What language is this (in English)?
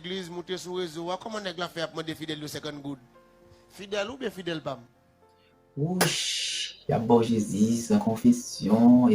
Haitian Creole